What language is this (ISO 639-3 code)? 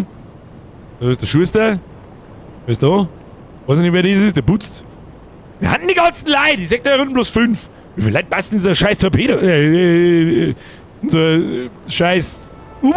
bar